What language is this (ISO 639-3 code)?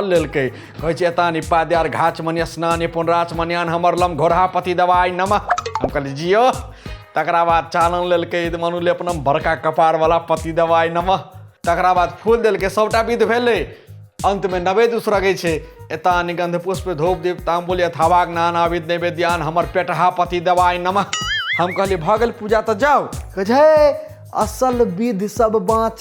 mai